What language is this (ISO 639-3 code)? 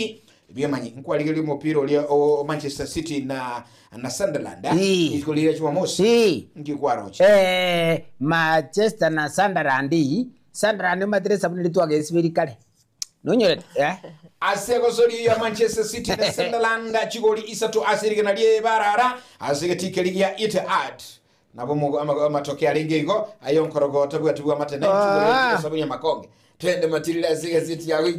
guz